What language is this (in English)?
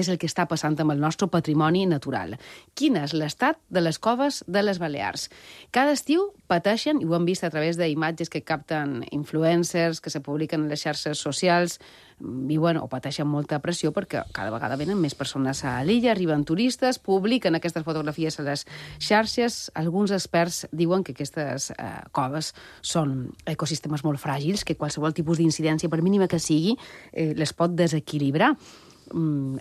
Catalan